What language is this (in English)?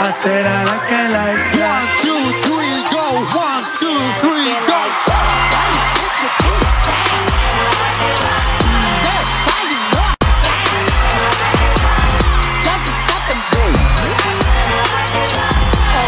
Spanish